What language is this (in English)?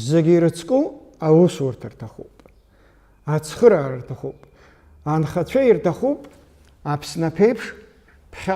Abkhazian